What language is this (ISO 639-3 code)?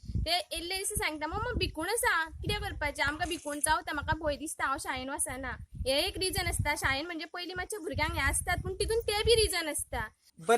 kok